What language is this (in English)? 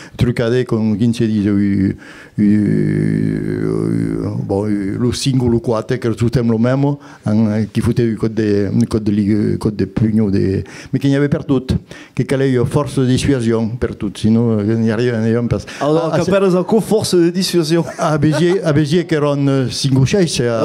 Occitan